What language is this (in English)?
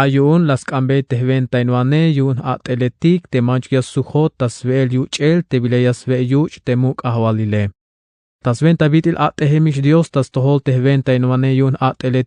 Tzeltal